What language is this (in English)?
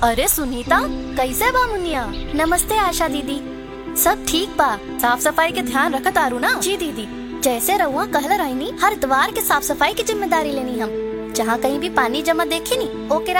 Bhojpuri